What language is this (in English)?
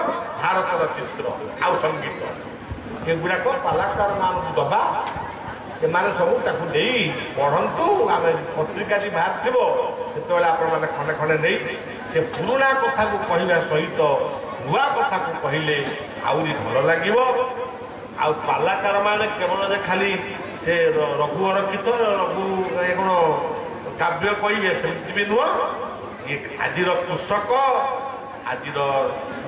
Odia